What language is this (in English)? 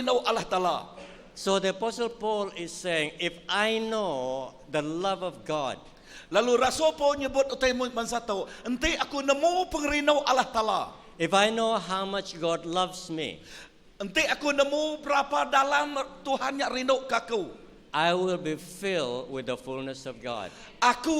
Iban